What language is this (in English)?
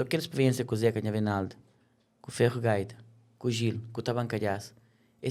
Kabuverdianu